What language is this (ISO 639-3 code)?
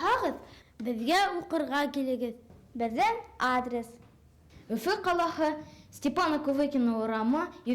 bak